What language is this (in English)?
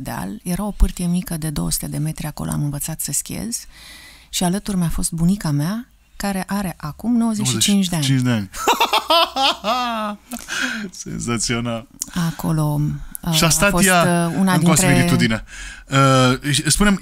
Romanian